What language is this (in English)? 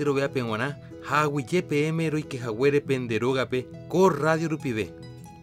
Guarani